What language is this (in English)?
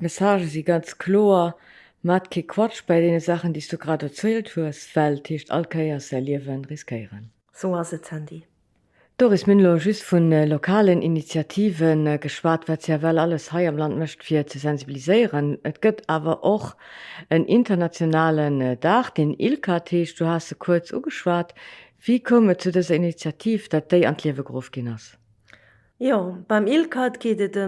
Luxembourgish